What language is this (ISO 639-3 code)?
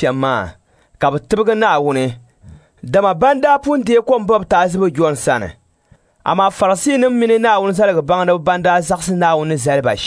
dag